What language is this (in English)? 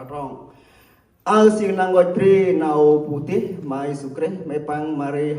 Central Mnong